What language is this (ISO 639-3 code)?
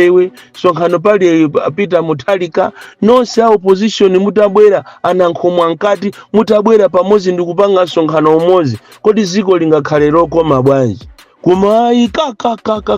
nya